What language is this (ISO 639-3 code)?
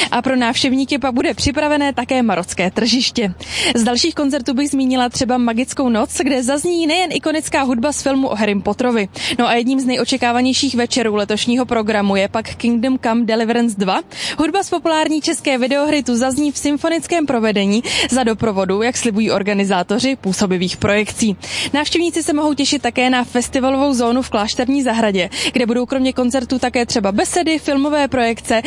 ces